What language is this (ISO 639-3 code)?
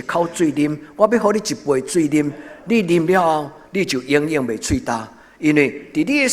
nan